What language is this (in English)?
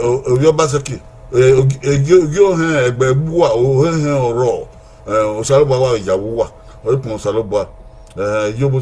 Bini